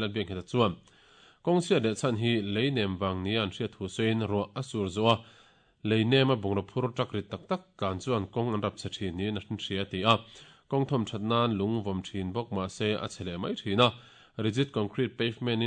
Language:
Mizo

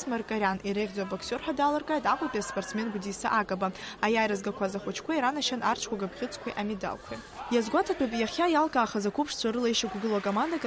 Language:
Abkhazian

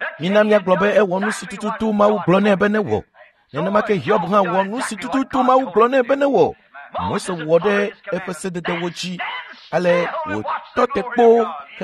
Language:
Ewe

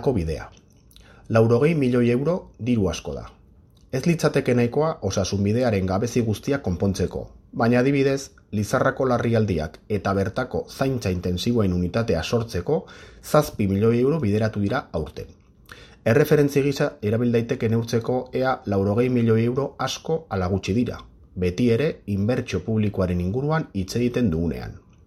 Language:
Basque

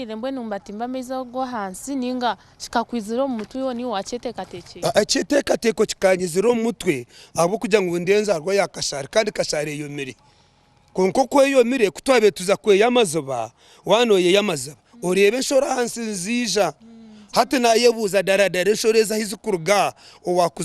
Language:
Nyankole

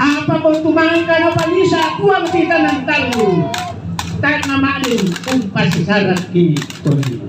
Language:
Toraja-Sa'dan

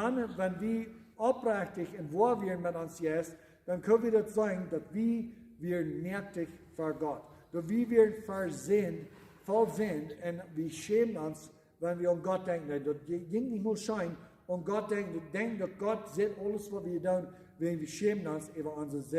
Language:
Plautdietsch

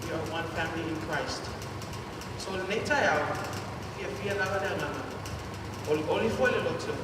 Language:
Samoan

